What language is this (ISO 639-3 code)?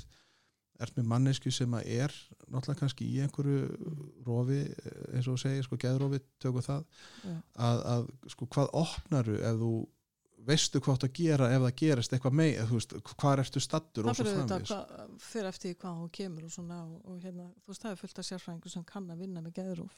isl